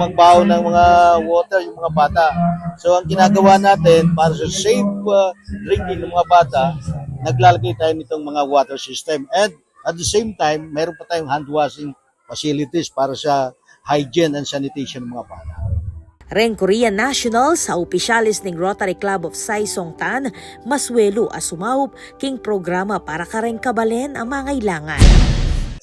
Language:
Pampanga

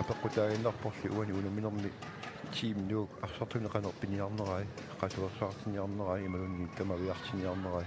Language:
Kalaallisut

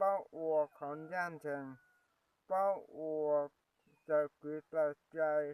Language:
Hmong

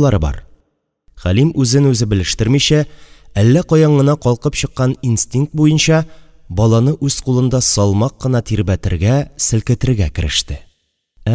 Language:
Tatar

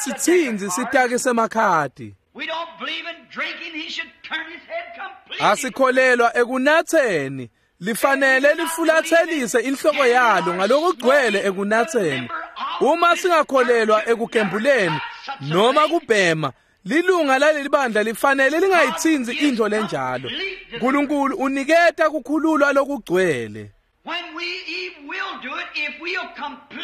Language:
Swati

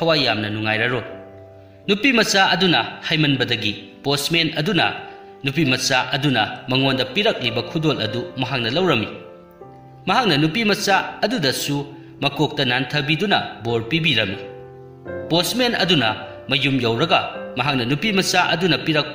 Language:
Manipuri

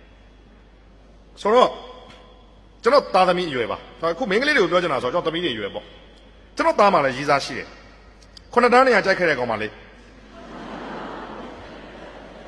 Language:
Burmese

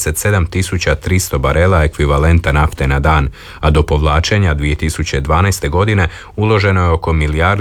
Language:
Croatian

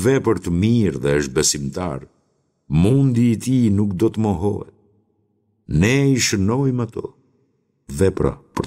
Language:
Albanian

